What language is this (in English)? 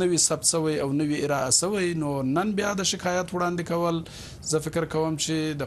Pashto